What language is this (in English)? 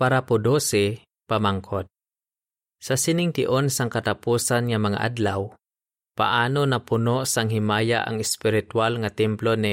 Hiligaynon